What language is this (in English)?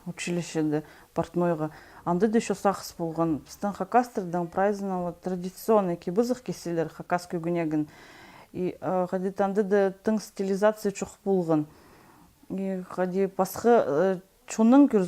Khakas